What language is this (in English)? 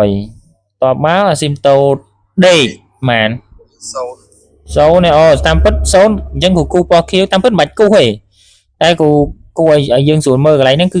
Khmer